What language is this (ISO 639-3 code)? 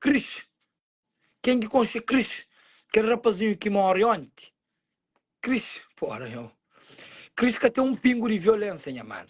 kea